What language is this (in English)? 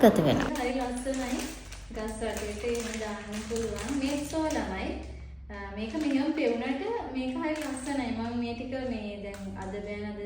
Sinhala